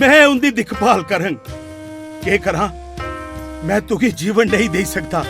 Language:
Dogri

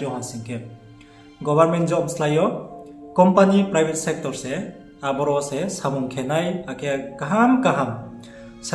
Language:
Riang (India)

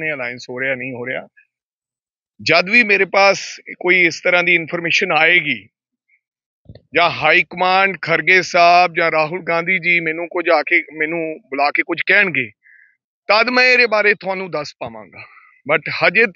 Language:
Punjabi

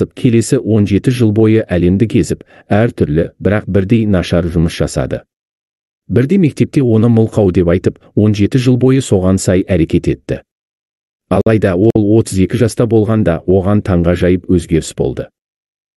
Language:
Kazakh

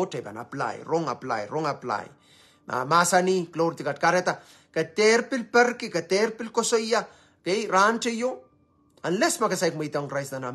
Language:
Pohnpeian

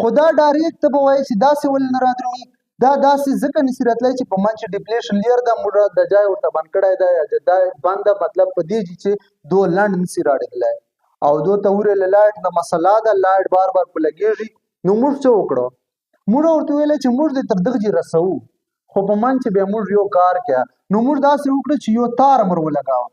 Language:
Pashto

